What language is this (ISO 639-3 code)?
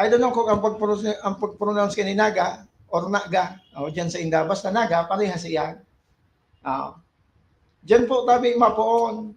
bik